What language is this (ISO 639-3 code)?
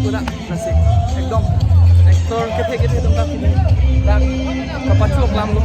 mjw